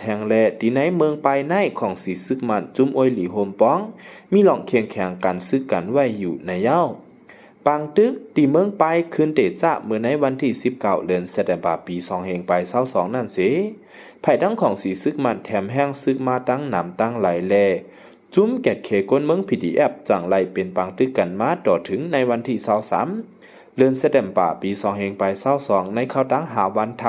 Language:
Shan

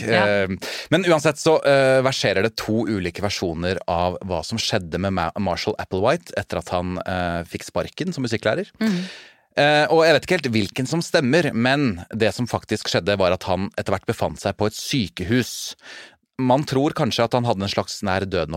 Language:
Norwegian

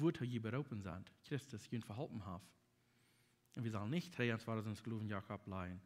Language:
Plautdietsch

